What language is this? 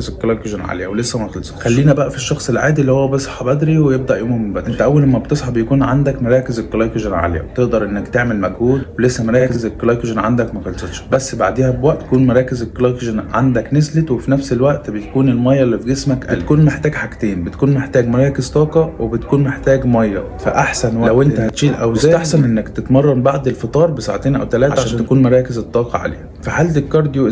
Egyptian Arabic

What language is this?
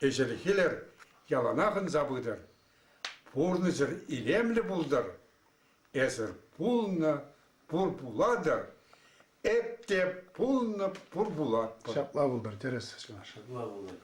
Chuvash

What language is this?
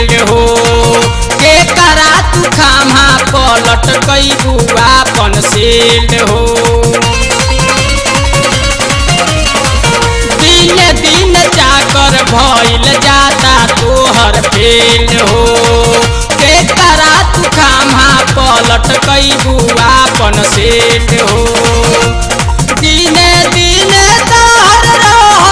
Bhojpuri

